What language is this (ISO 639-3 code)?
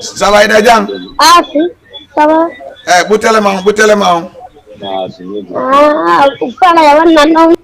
ful